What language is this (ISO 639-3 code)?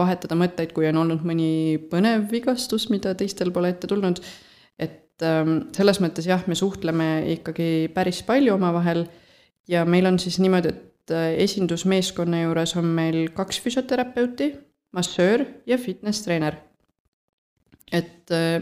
est